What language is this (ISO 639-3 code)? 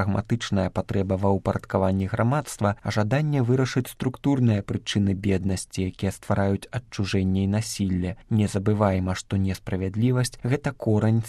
bel